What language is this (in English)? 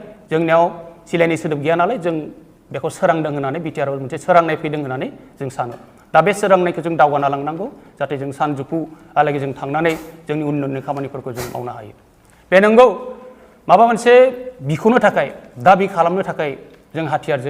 Bodo